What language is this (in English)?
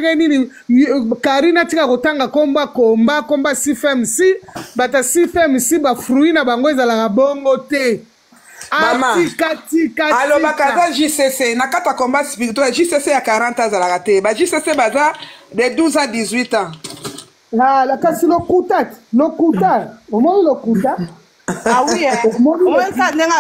Lingala